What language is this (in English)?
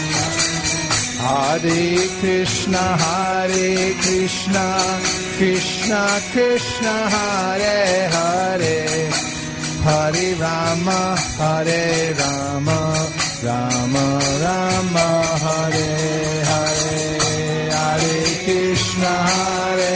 Hindi